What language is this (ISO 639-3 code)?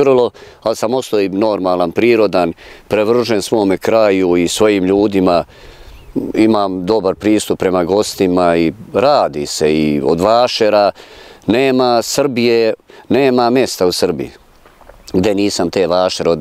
srp